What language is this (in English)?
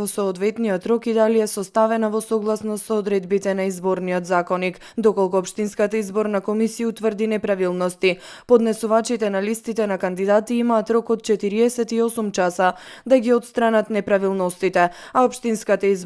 Macedonian